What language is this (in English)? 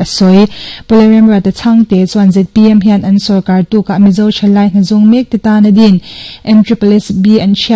Mizo